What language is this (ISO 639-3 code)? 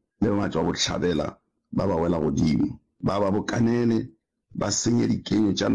nso